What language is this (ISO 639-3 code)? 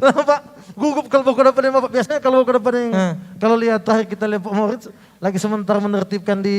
xmm